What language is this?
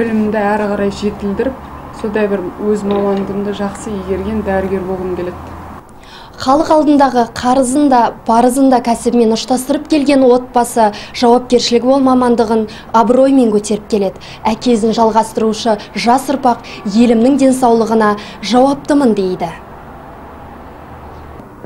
Kazakh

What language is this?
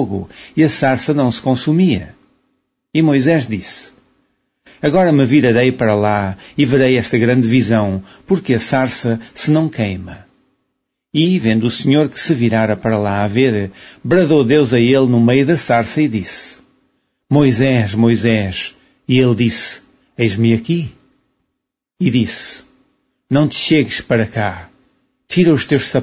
Portuguese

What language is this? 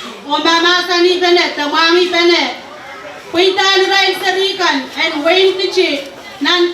Pohnpeian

